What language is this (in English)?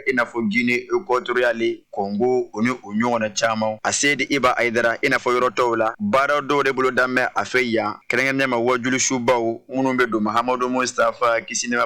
Bambara